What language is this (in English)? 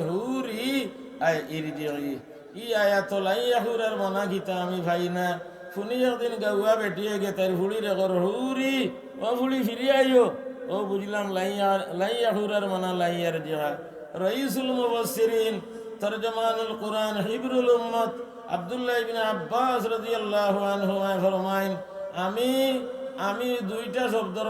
Sylheti